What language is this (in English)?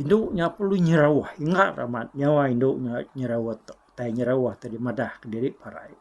Iban